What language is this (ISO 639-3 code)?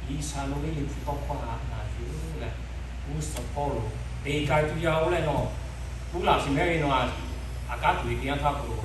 lhu